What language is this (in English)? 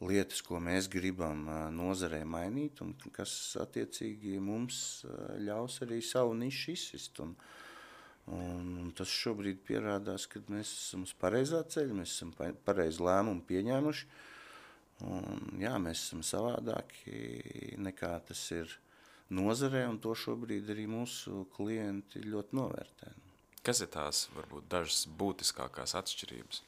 Latvian